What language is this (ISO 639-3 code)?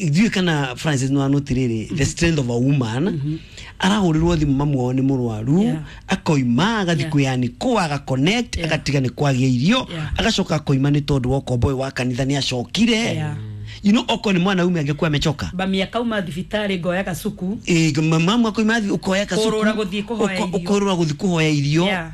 kik